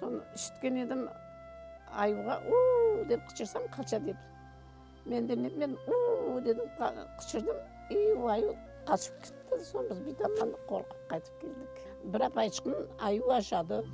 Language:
Crimean Tatar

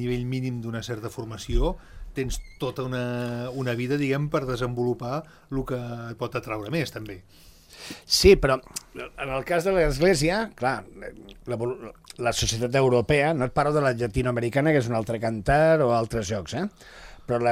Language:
Catalan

